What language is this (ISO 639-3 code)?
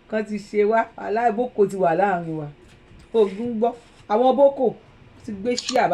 yor